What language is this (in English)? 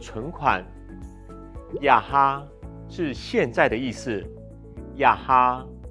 Hakka Chinese